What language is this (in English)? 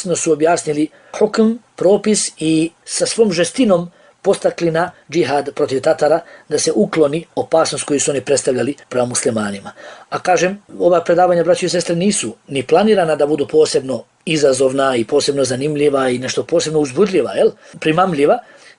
Bosnian